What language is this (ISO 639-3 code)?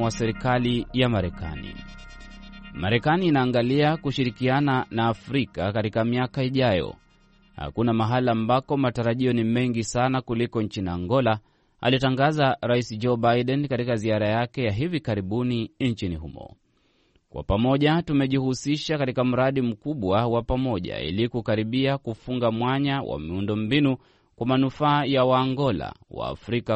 swa